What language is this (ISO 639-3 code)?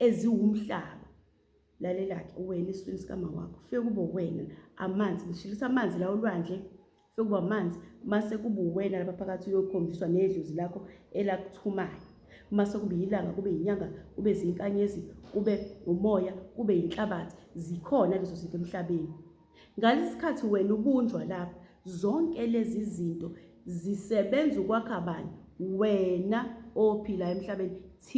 zul